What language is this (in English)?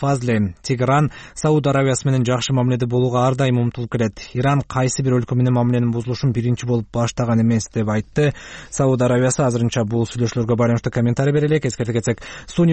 Kyrgyz